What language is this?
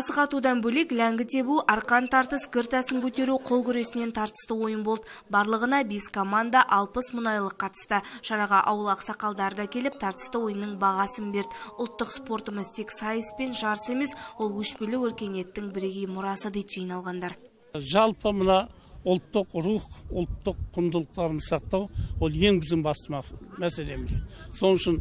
Kazakh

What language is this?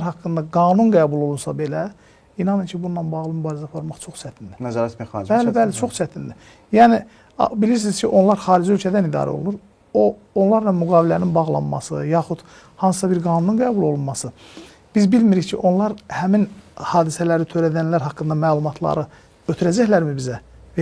Azerbaijani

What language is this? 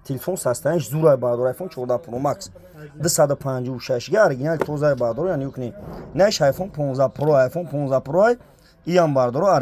Tajik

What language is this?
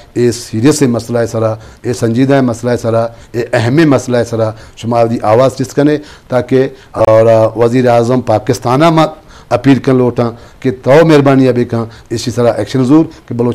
Eastern Balochi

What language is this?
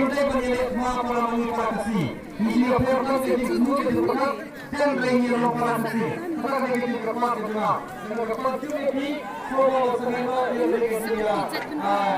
Khasi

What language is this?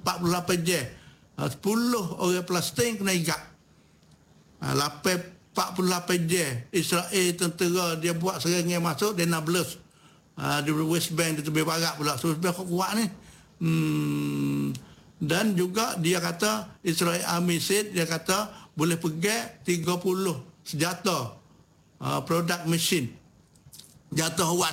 Malay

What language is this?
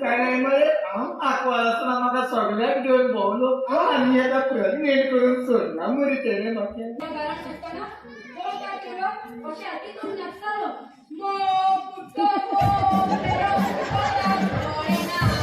Konkani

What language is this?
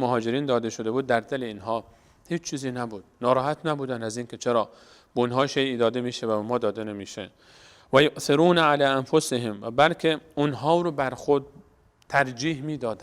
Persian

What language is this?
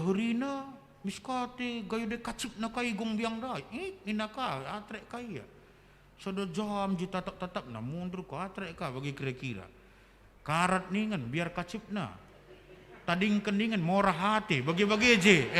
Batak Karo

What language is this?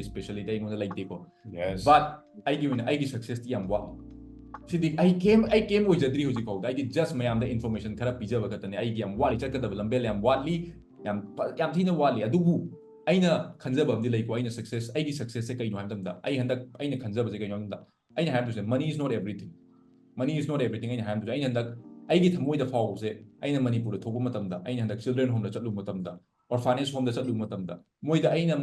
Manipuri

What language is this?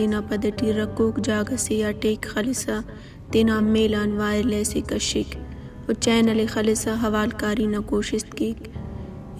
Brahui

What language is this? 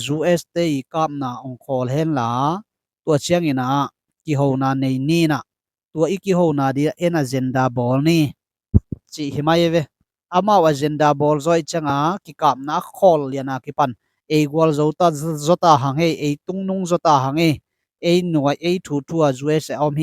Tedim Chin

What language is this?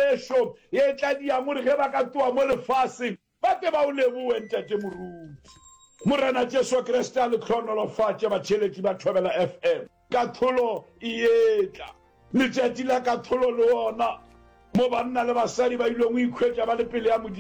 Northern Sotho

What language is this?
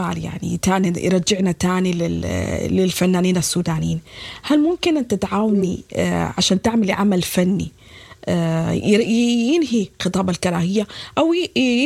Sudanese Arabic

